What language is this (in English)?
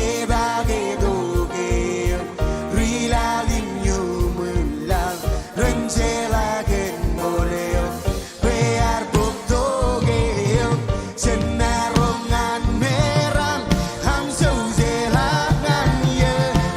Marshallese